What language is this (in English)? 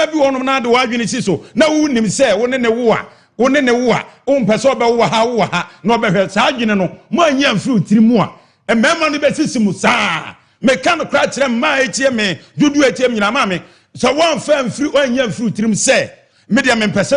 Akan